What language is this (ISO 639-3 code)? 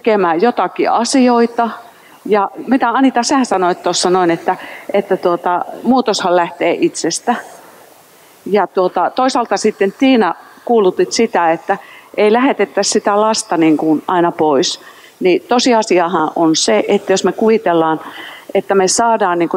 fin